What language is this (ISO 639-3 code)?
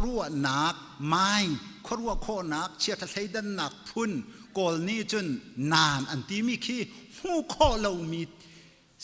cnh